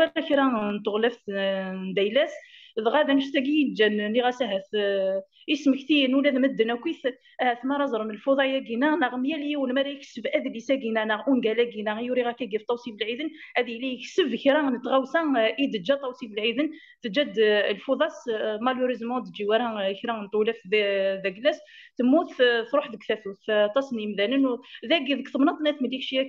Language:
Kabyle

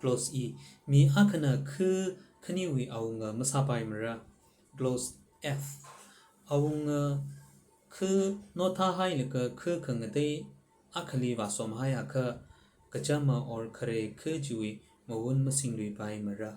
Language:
Tangkhul Naga (India)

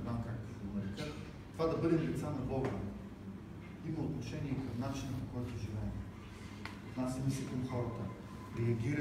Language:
Bulgarian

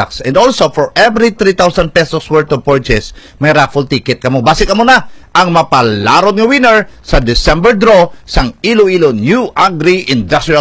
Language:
Hiligaynon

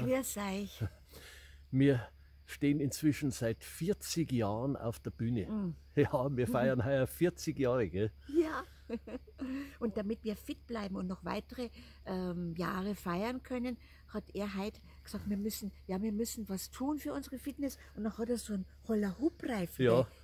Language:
Bavarian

